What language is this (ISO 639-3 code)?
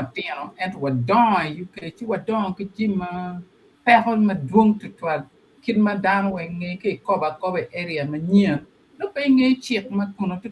ach